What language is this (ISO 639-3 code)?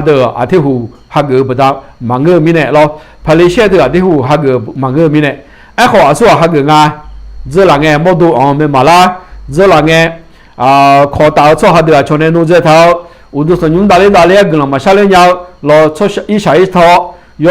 ahk